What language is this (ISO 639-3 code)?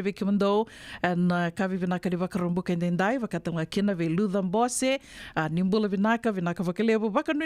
fij